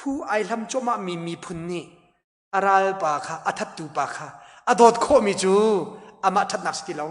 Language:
Hakha Chin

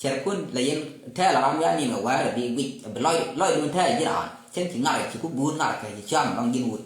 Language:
Nuer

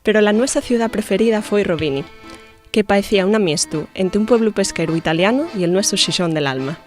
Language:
Asturian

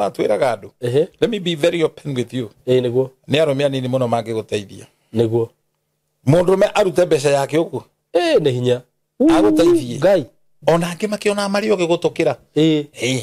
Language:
Kikuyu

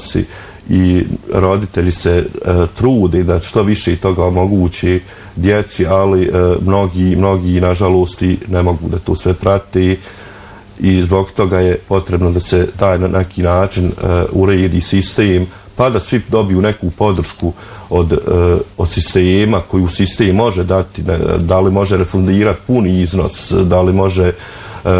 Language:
Bosnian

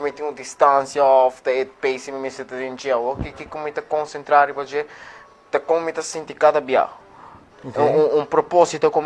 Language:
Papiamento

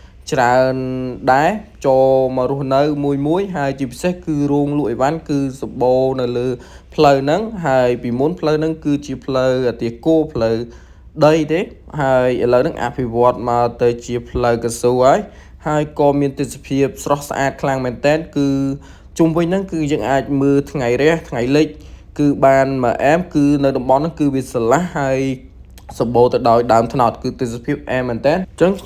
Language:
Khmer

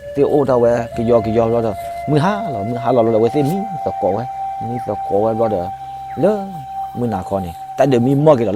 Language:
S'gaw Karen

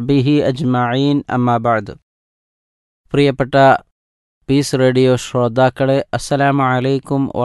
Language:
Malayalam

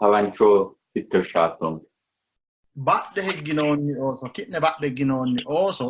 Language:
Sidamo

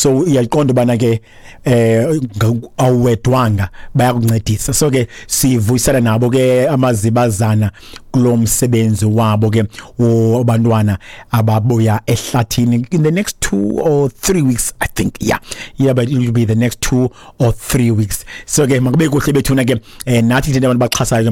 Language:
Xhosa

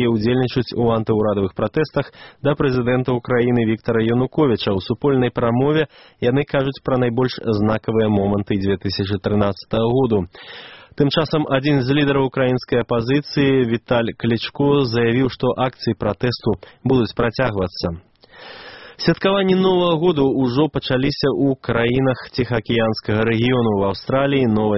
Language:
Belarusian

